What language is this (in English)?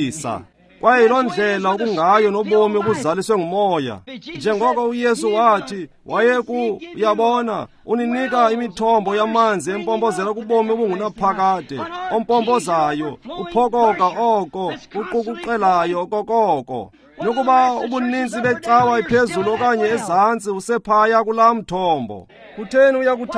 Xhosa